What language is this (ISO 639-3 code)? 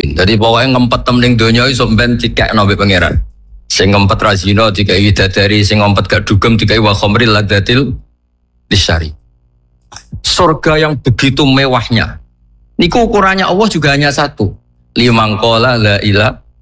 jav